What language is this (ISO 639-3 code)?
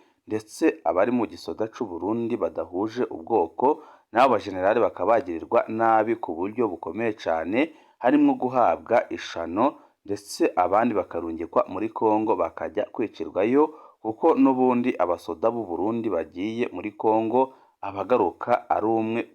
run